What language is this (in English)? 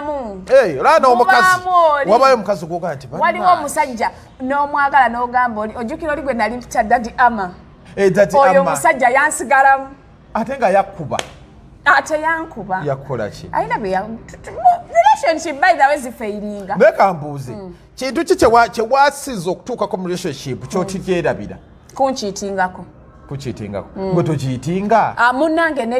Ganda